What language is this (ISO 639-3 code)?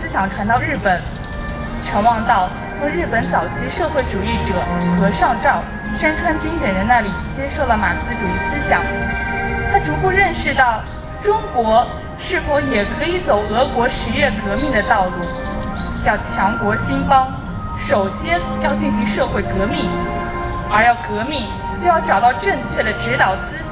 zho